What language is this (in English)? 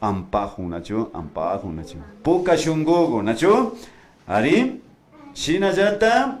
Imbabura Highland Quichua